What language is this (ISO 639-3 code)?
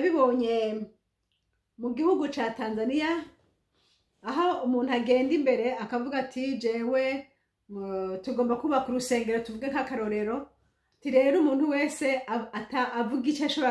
run